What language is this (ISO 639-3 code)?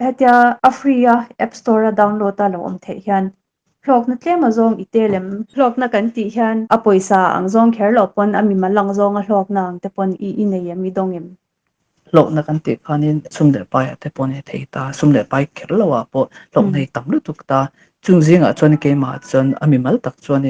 lus